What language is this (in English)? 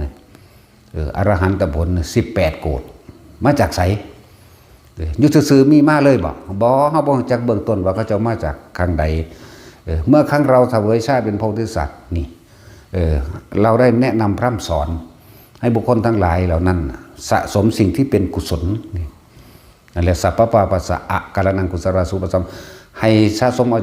Northeastern Thai